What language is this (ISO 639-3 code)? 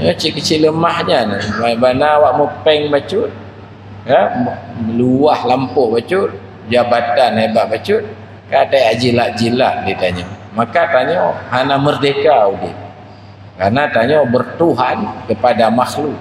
ace